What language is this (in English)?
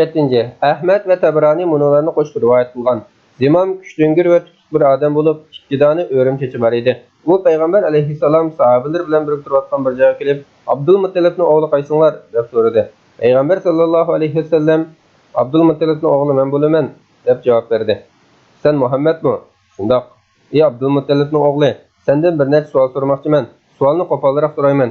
Uyghur